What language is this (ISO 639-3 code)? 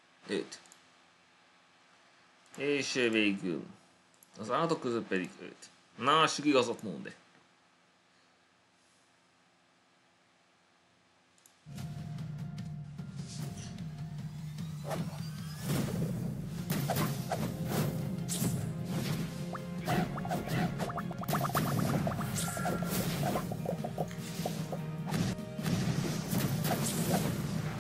hun